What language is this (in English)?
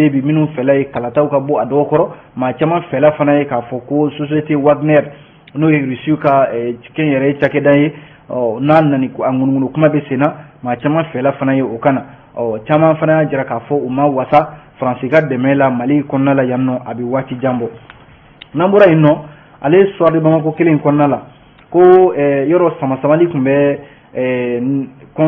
Bambara